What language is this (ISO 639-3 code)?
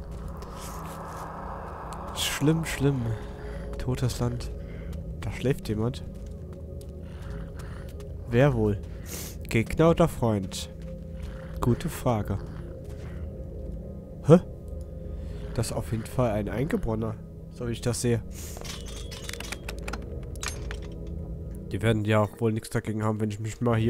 deu